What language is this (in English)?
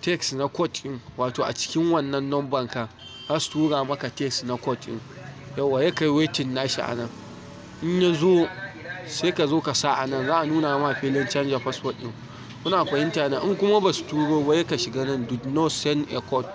Hausa